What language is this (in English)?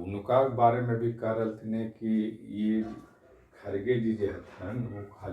Magahi